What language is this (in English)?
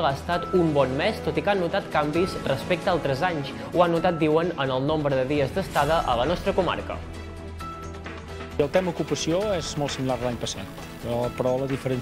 Catalan